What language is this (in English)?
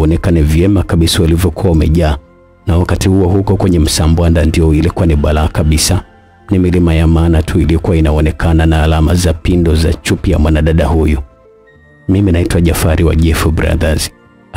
Swahili